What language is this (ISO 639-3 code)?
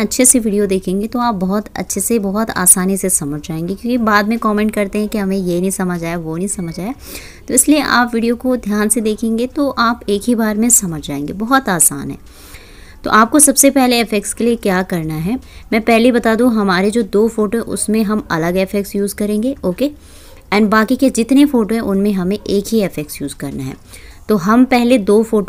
hin